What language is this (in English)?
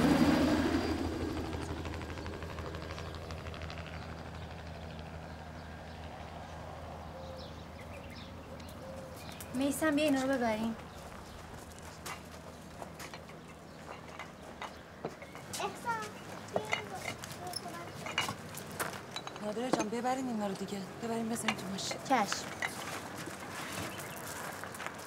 Persian